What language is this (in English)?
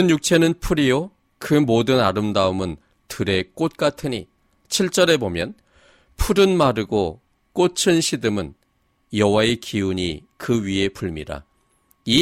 Korean